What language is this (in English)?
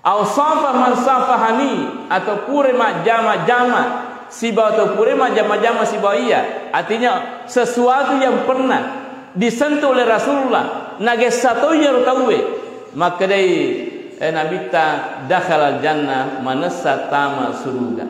Buginese